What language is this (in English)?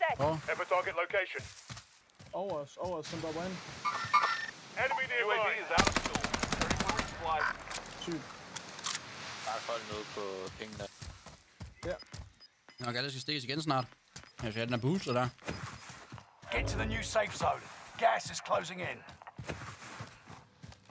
Danish